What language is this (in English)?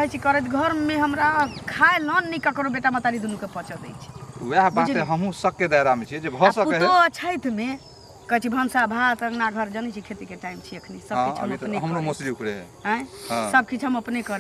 Maithili